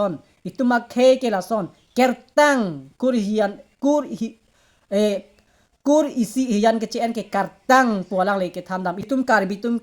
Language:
Karbi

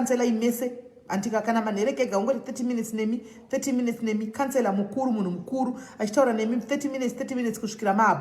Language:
Shona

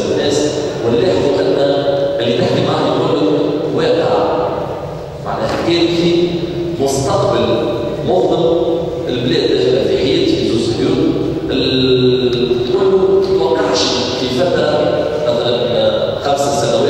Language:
Tunisian Arabic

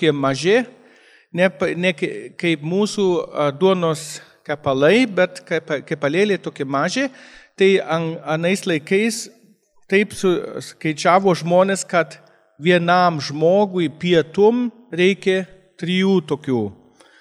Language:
Lithuanian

